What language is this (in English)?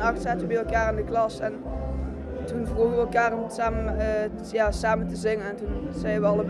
Limburgish